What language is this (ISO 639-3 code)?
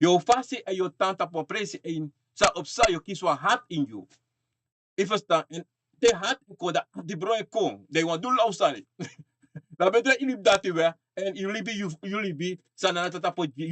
srn